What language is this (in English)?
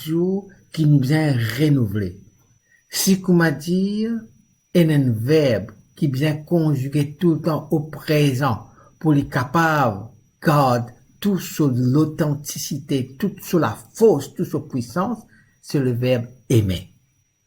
Morisyen